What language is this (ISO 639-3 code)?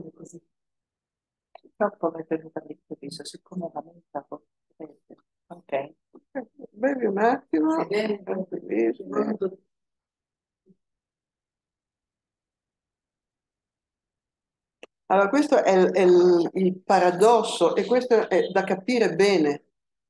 ita